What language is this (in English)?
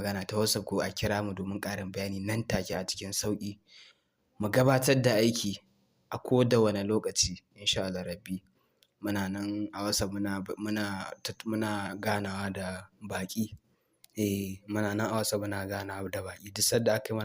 Hausa